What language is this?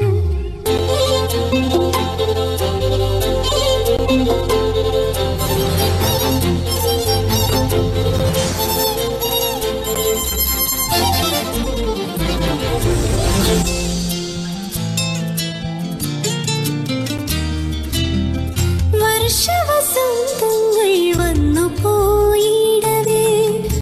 Malayalam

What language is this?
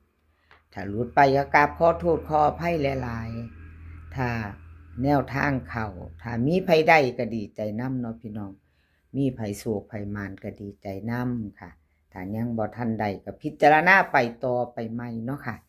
Northeastern Thai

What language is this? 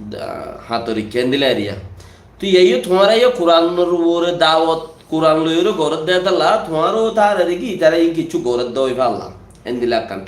Rohingya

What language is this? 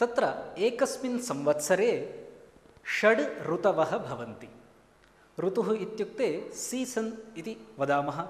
Sanskrit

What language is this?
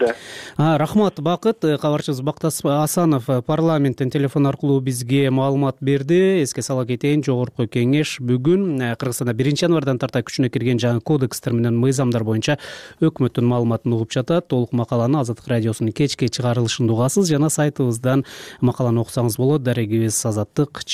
Kyrgyz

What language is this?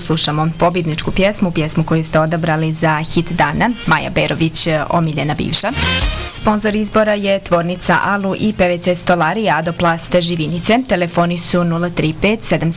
Bosnian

